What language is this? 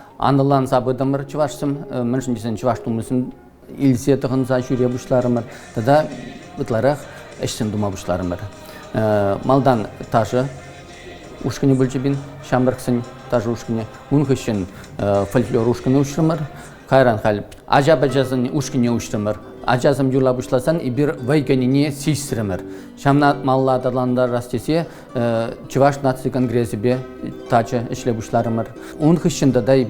Chuvash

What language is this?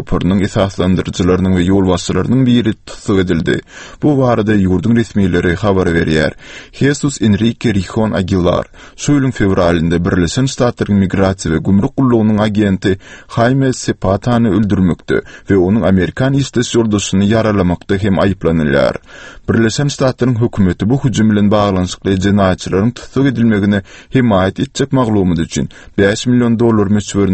Turkmen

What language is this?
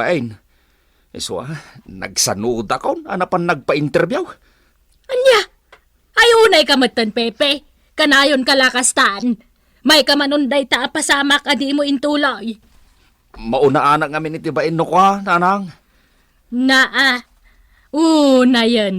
Iloko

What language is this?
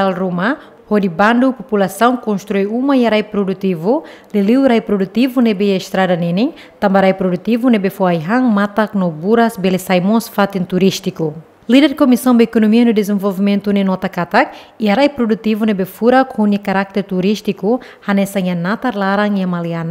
Tetum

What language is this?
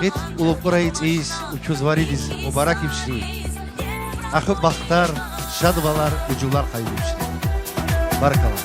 Tabassaran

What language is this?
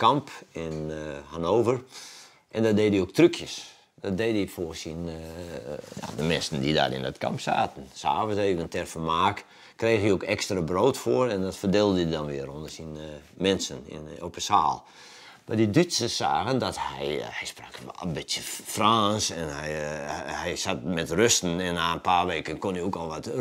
Western Frisian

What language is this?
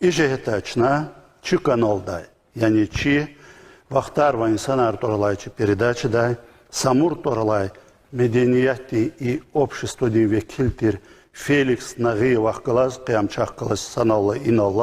Lezghian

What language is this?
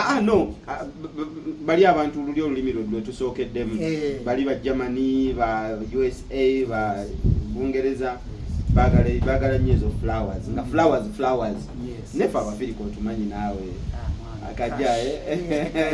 Ganda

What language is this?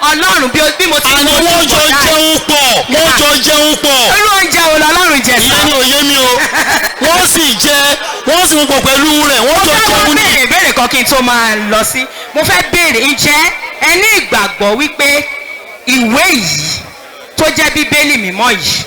Yoruba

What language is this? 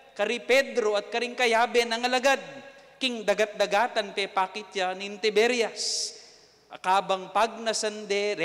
Pampanga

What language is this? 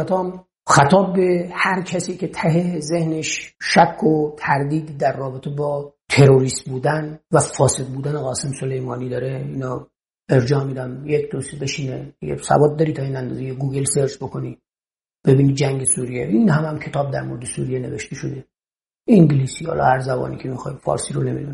Persian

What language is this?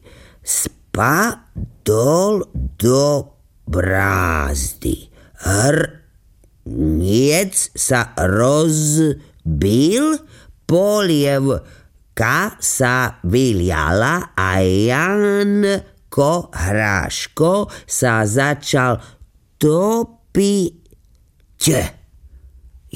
Slovak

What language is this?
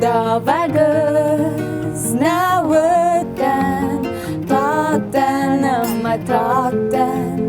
Ossetic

